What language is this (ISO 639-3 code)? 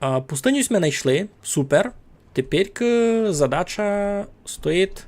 rue